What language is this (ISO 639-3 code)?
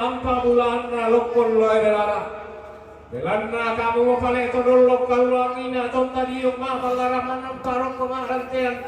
sda